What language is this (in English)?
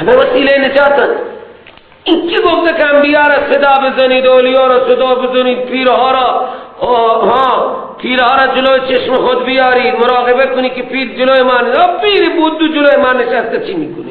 Persian